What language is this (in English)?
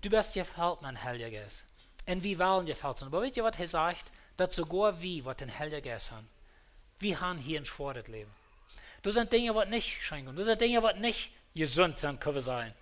Plautdietsch